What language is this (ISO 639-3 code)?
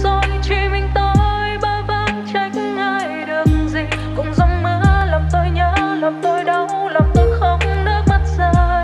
vie